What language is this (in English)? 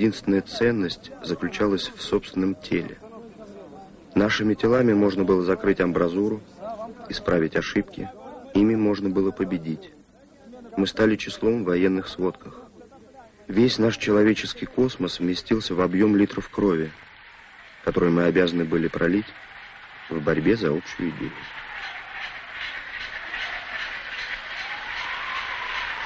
Russian